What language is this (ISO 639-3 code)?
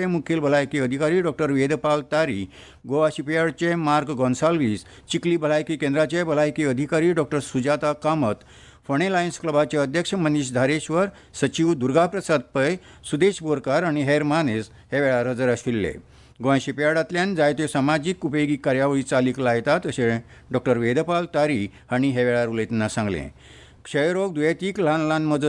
kok